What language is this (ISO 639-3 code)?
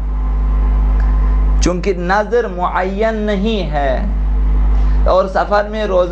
urd